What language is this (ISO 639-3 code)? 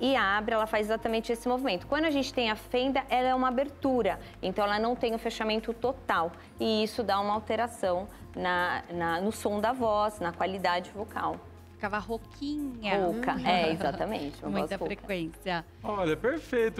por